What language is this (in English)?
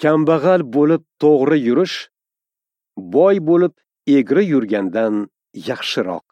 Uzbek